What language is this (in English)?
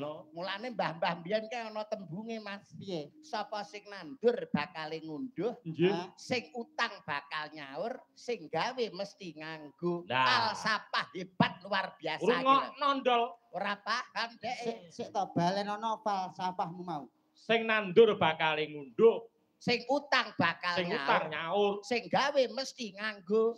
Javanese